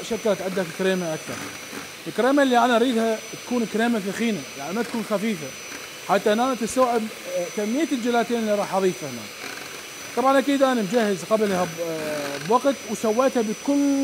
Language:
Mesopotamian Arabic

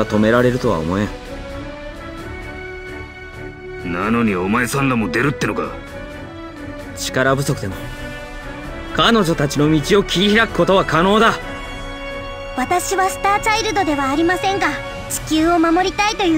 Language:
Japanese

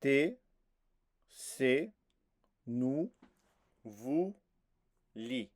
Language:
Occitan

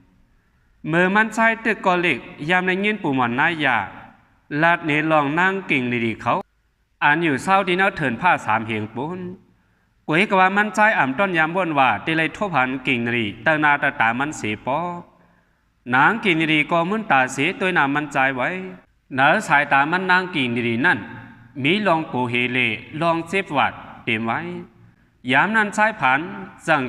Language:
Shan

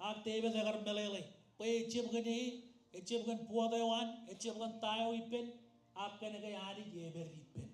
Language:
Marshallese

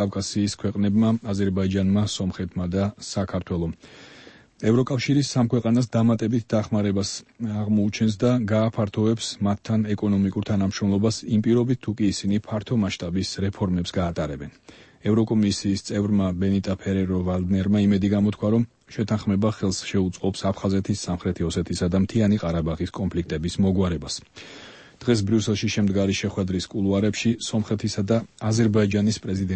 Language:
Georgian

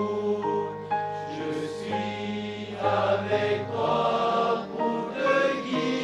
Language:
Tahitian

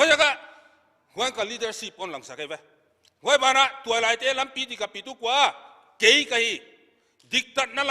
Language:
Paite Chin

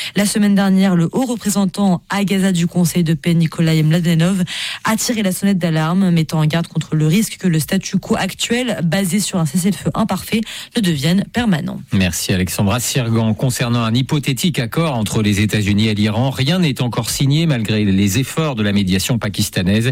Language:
French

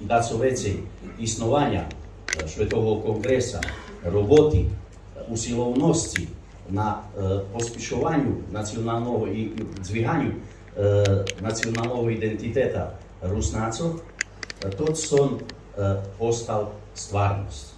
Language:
Rusyn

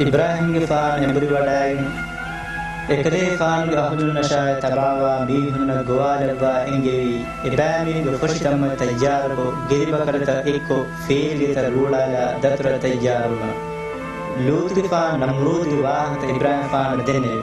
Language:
Divehi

